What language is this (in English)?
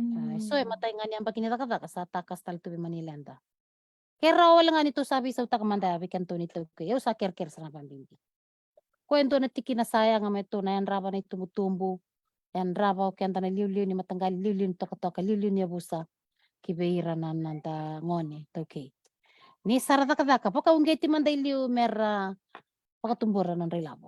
Fijian